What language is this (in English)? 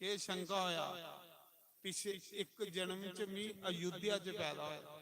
Dogri